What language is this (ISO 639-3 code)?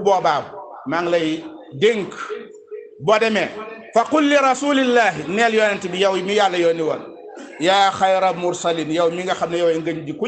wol